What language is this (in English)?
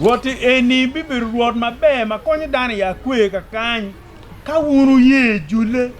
Acoli